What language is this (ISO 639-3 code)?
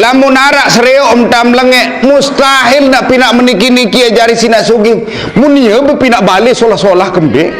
sas